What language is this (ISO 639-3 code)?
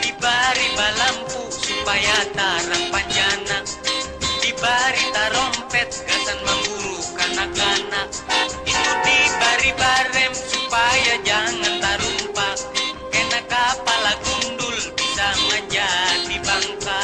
bjn